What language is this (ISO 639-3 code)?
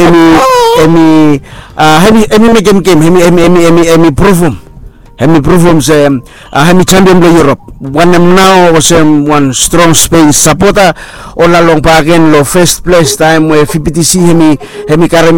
bis